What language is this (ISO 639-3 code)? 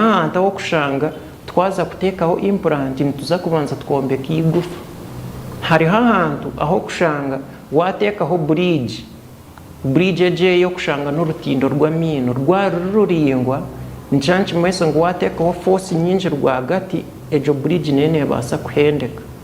nyn